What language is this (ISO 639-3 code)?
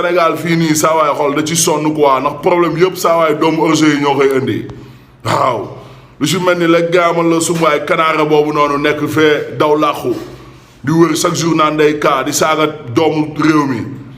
wol